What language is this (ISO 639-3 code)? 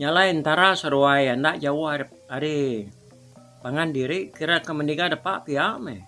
iba